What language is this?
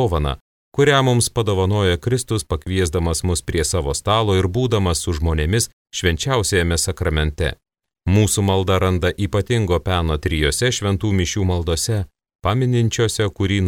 Lithuanian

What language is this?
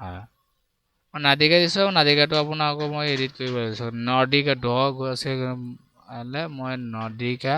Assamese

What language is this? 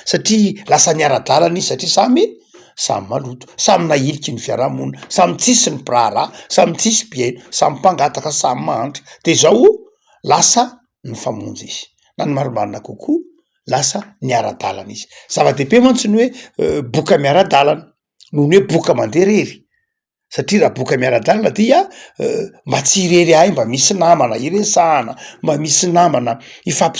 Malagasy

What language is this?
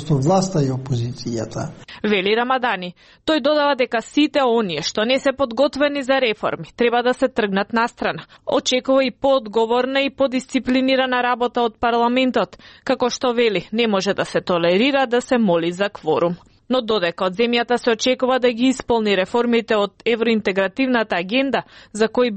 Macedonian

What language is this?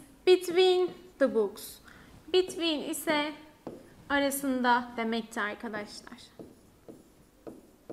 Turkish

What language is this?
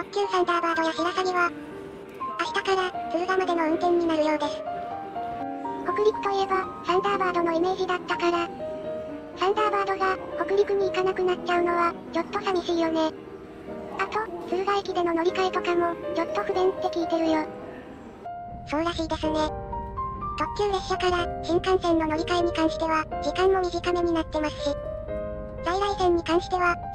Japanese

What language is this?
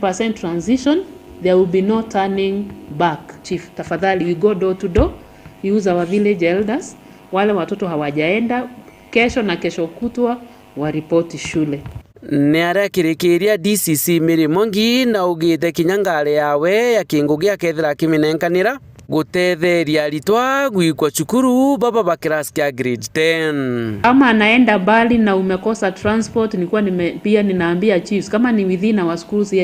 Meru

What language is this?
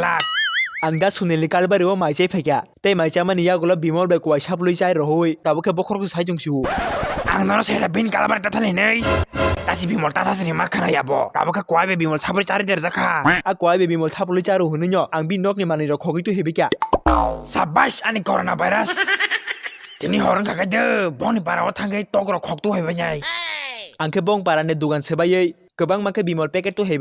Kok Borok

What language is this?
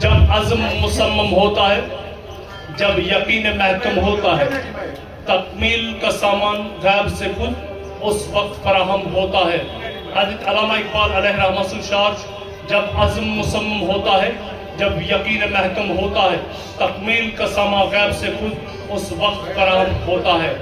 Kashmiri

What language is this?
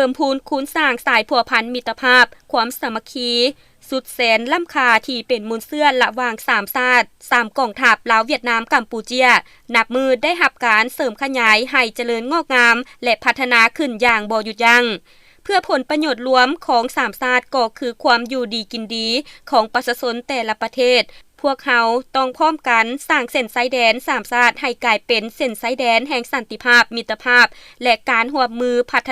Lao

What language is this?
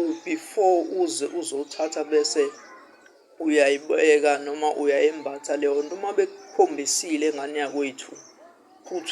Zulu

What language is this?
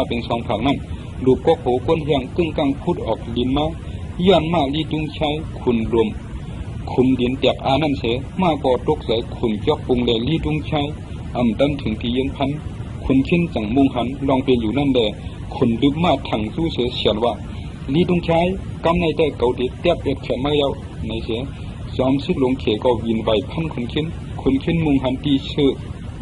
Shan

